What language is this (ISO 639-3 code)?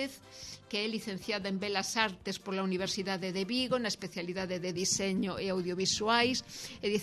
glg